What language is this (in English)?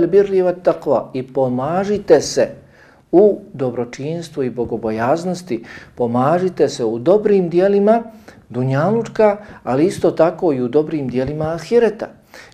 Bosnian